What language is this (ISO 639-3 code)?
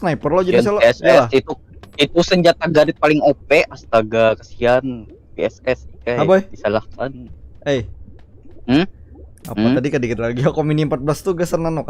bjn